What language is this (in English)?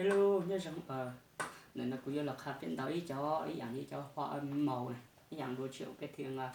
Hmong